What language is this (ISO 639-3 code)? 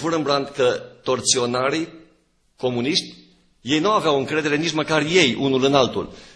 ron